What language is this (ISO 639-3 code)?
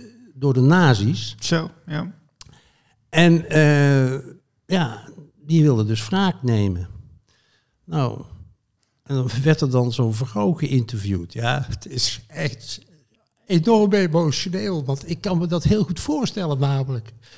nld